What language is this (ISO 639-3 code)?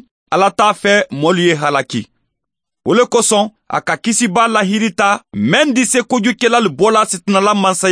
man